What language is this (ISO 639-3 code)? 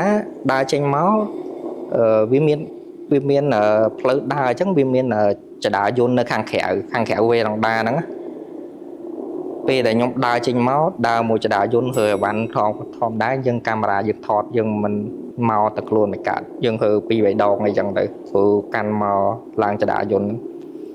khm